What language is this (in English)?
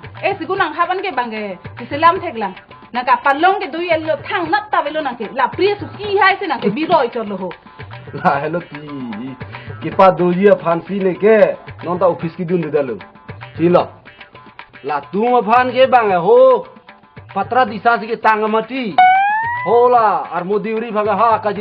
Karbi